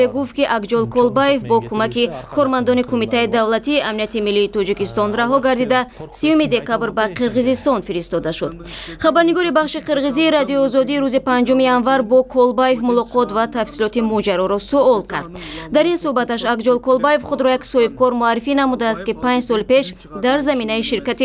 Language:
Tajik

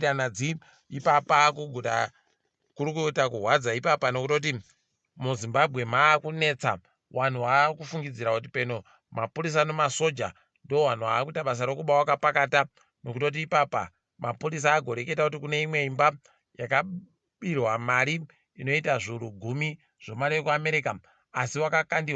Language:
Ndau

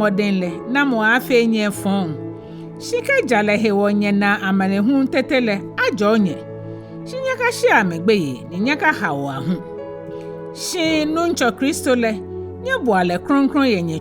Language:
Ga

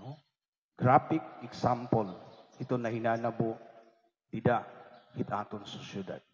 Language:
Waray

